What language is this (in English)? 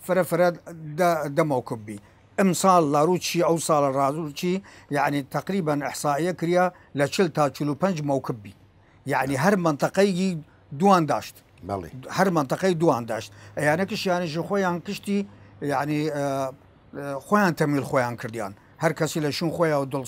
Southern Kurdish